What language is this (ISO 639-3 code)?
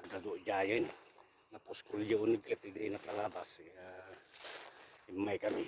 ilo